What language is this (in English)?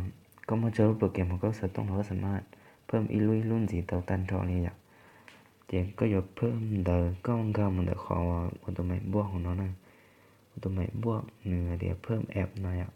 Hmong